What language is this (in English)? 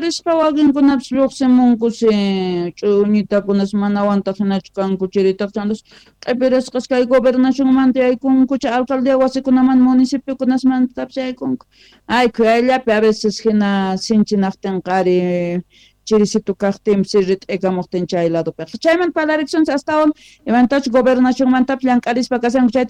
South Bolivian Quechua